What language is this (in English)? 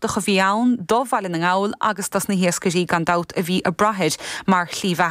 Irish